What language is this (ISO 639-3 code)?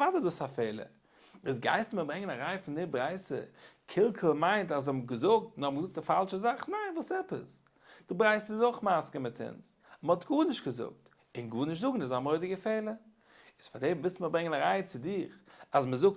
yid